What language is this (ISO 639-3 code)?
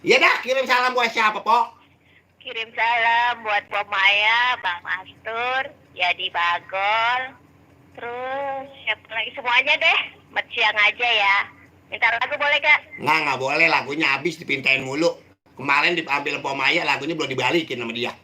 bew